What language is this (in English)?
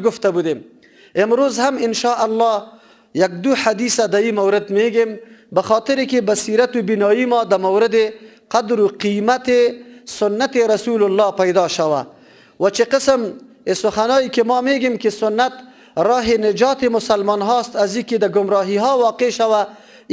Persian